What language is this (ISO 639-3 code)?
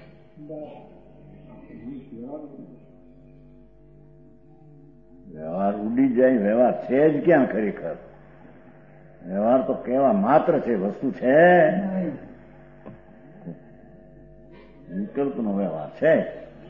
guj